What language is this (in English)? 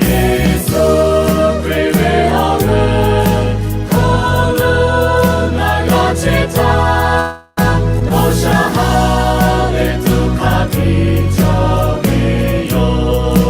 Lahu